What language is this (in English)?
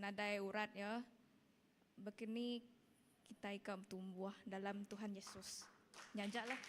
Iban